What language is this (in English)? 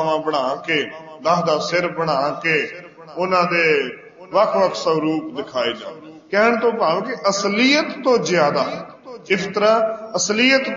Punjabi